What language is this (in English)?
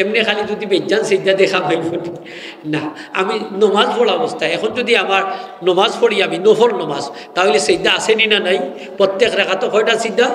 Sylheti